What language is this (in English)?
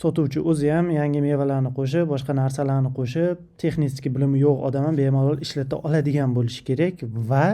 Uzbek